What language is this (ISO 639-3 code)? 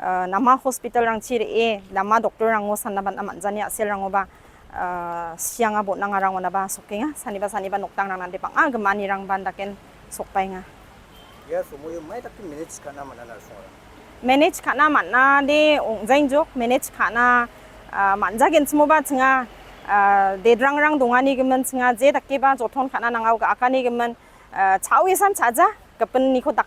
grt